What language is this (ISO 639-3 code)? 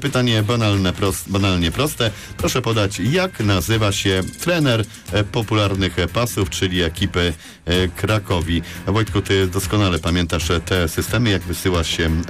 pol